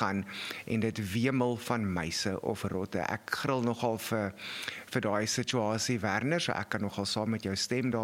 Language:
Afrikaans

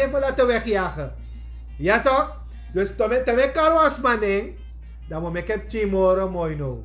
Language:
Sranan Tongo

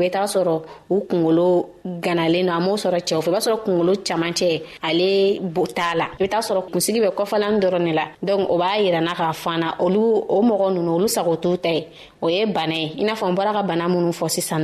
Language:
Bambara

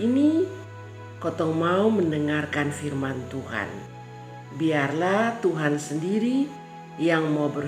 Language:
Kupang Malay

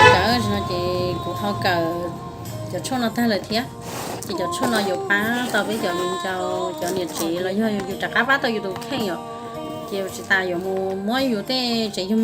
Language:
Hmong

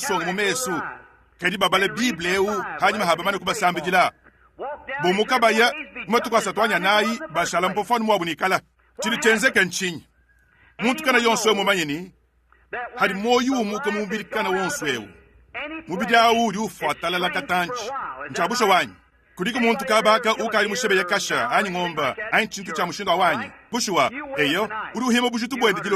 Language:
Luba-Lulua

